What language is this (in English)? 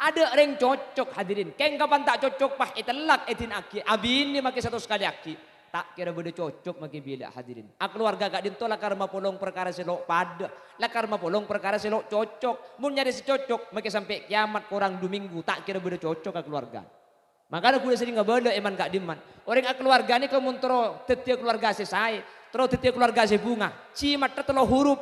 Madurese